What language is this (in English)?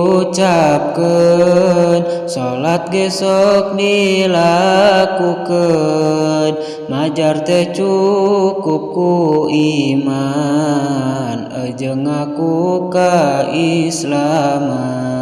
Sundanese